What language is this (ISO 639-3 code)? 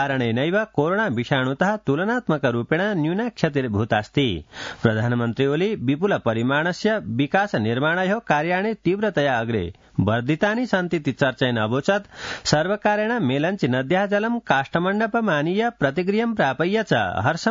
san